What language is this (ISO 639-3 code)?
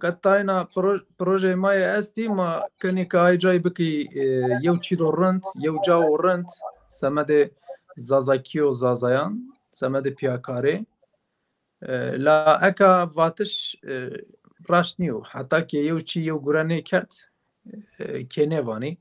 zza